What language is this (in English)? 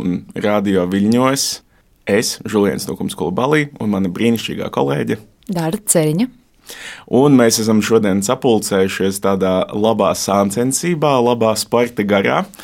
Latvian